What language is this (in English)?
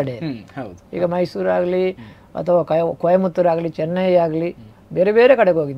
Kannada